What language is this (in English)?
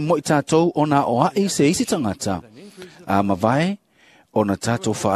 Samoan